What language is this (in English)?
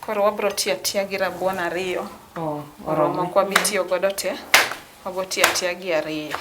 Luo (Kenya and Tanzania)